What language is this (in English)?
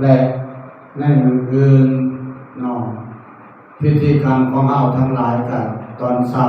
Northeastern Thai